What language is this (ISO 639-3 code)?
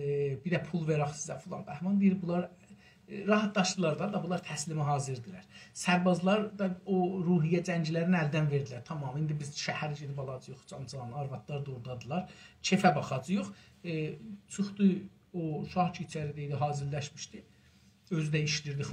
azb